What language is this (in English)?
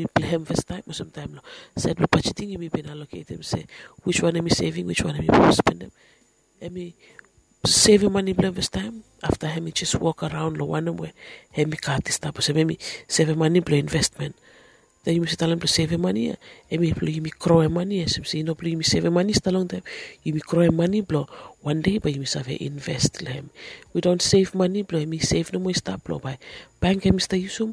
Bislama